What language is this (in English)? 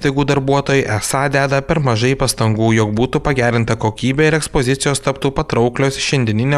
Lithuanian